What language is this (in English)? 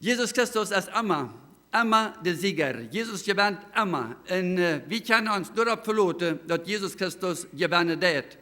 Plautdietsch